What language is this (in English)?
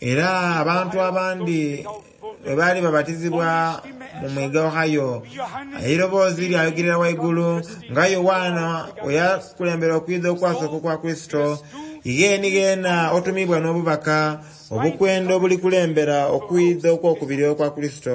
Soga